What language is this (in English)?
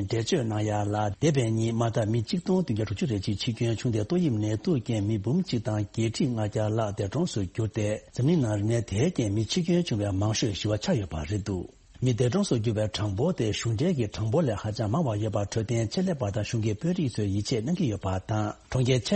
Tibetan